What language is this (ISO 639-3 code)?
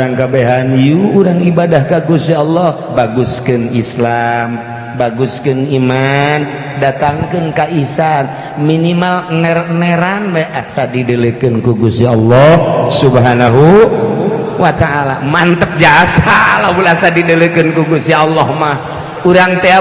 sun